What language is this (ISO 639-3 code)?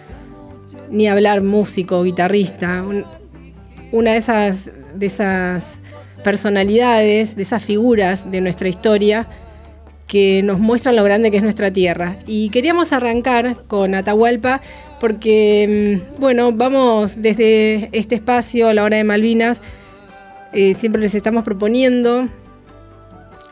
spa